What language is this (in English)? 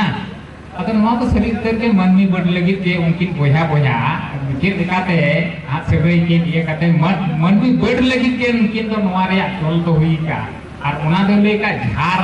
Santali